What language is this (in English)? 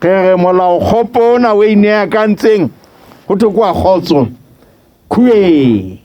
Southern Sotho